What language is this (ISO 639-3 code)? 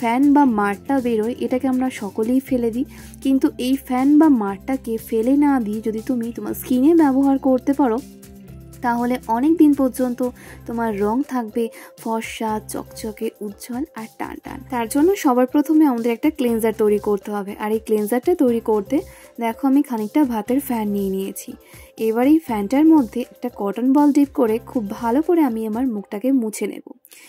ben